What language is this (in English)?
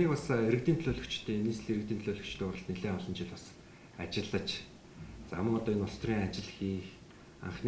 Mongolian